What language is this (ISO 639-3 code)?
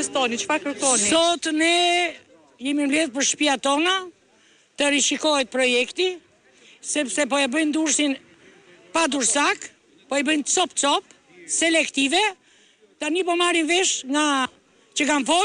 sqi